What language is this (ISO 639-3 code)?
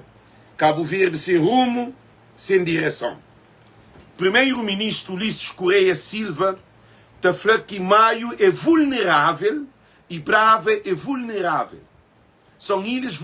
kea